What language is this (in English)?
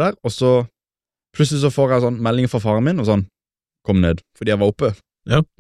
Norwegian